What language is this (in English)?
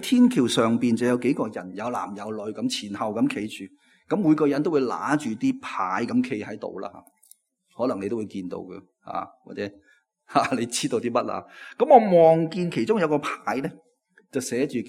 Cantonese